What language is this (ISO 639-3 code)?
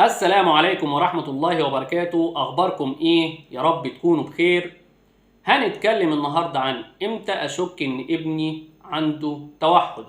arz